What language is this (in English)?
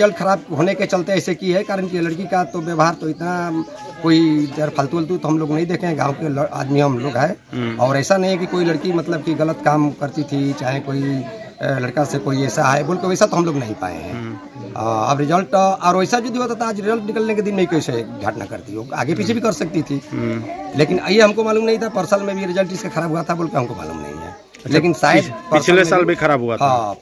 Karbi